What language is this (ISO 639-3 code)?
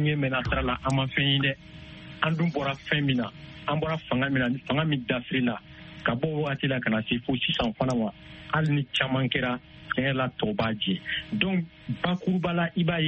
bam